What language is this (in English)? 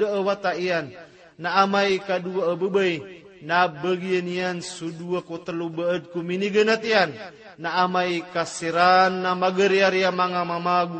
Maranao